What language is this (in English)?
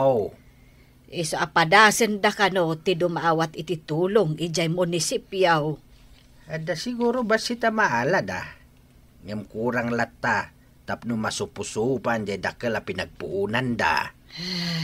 Iloko